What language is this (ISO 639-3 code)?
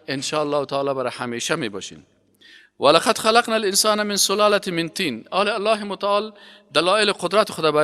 fas